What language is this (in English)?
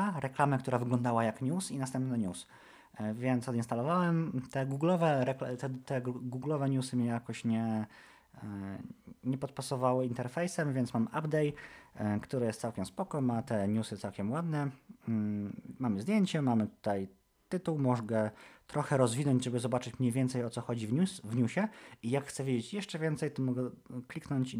Polish